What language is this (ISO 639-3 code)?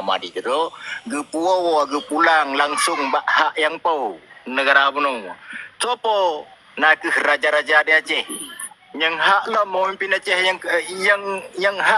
ace